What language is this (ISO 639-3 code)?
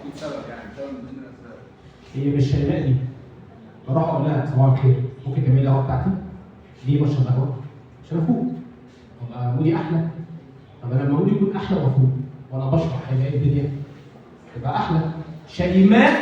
arz